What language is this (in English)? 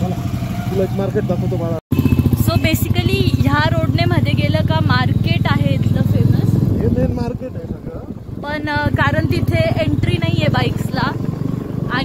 Marathi